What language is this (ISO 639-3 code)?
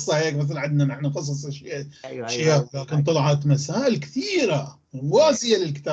apc